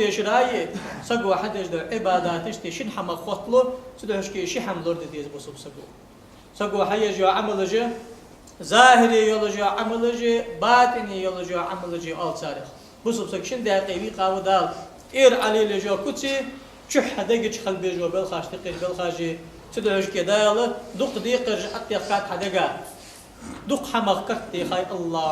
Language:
Ingush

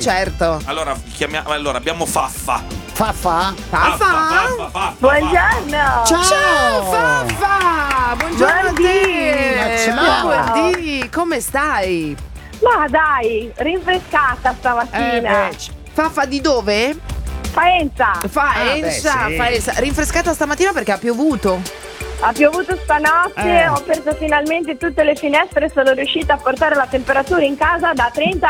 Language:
Italian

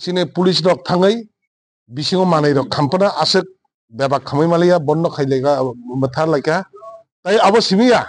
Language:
Kok Borok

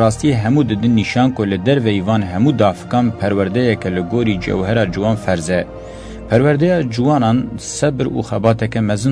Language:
Kurdish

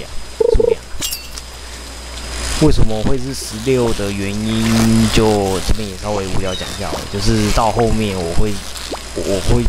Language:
Chinese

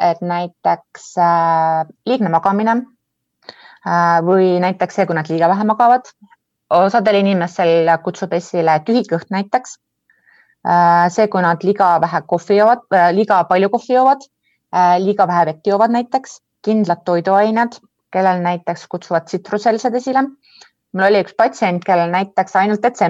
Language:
Estonian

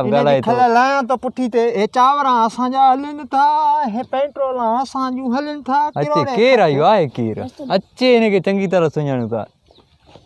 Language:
Sindhi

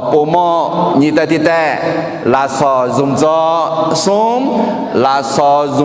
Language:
Akha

